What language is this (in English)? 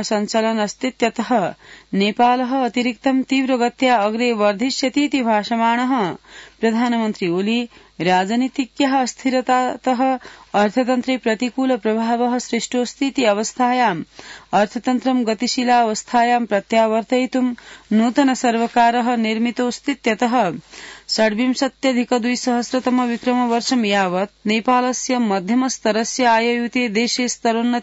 Sanskrit